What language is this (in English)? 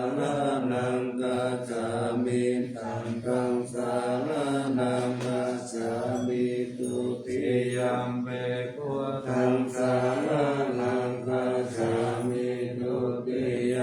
Pali